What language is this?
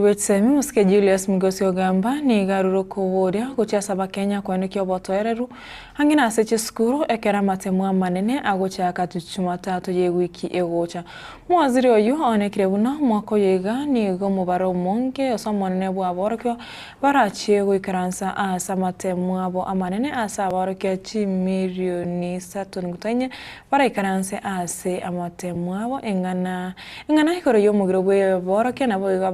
Gusii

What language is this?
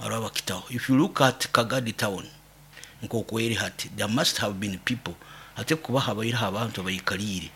Nyoro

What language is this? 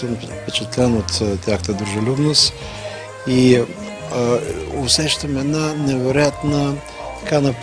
Bulgarian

